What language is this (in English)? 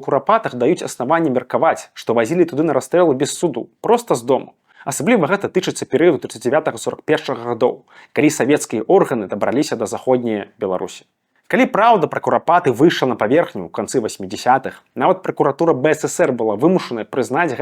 Belarusian